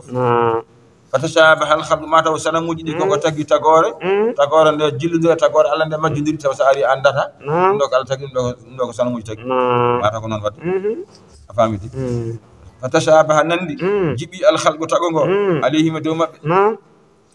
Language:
Fula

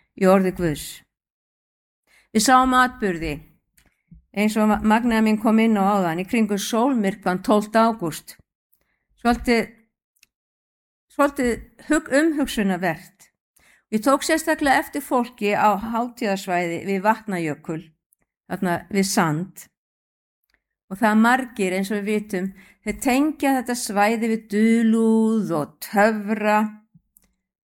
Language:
Icelandic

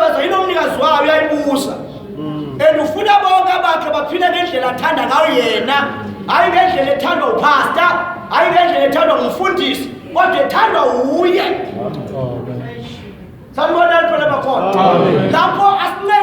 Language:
Zulu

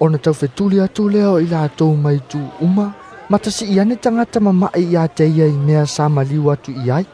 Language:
Samoan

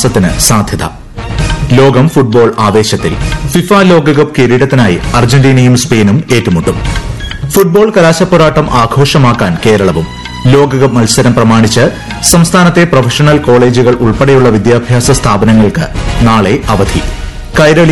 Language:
Malayalam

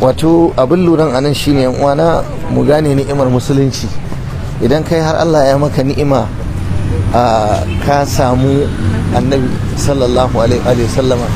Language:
Hausa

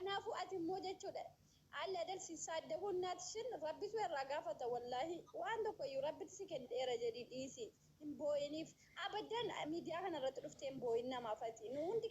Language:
Oromo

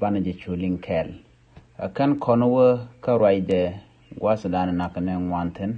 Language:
Nuer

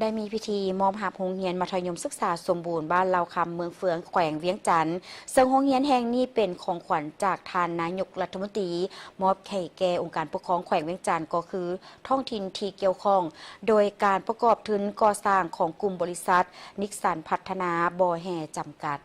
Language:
Lao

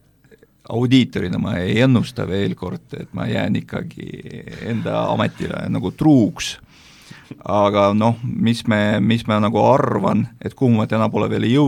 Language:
Estonian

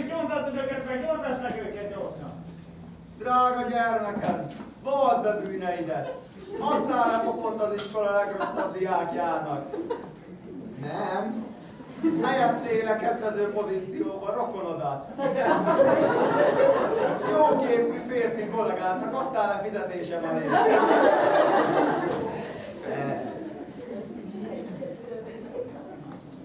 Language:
Hungarian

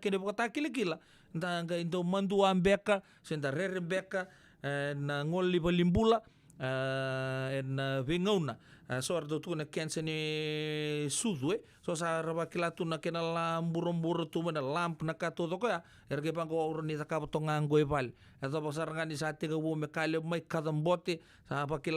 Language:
Fijian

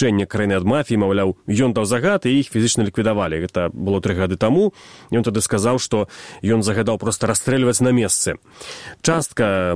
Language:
Belarusian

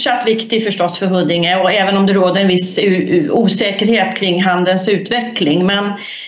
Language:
Swedish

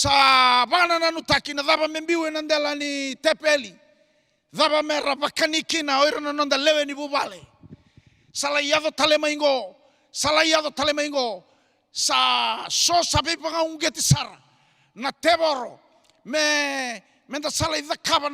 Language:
Fijian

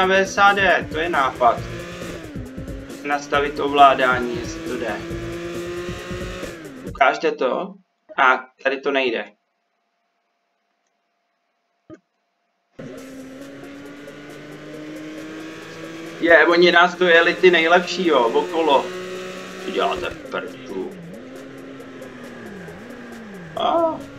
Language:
Czech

